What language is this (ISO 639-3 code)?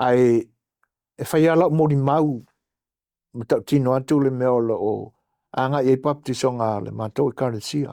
smo